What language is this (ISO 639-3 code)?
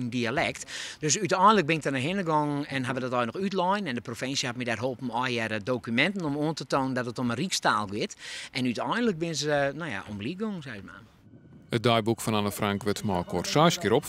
fry